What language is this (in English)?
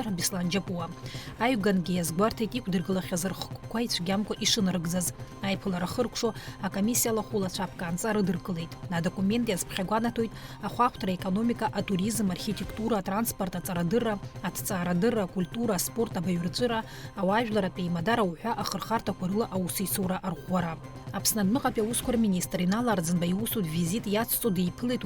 Abkhazian